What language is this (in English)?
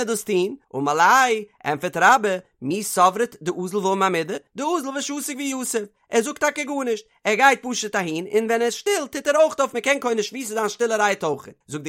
Yiddish